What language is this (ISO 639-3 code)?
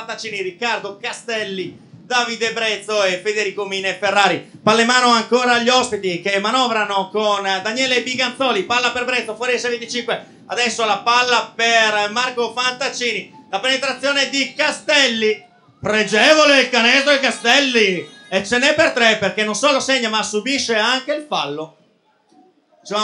ita